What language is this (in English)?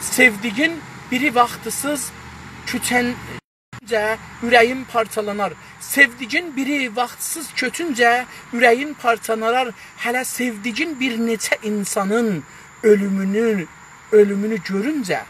South Azerbaijani